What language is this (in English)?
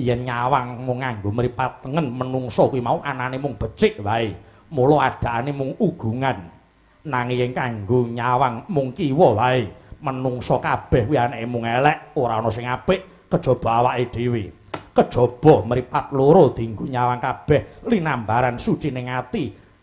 Javanese